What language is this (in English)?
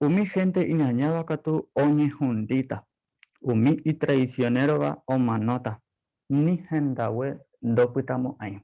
Guarani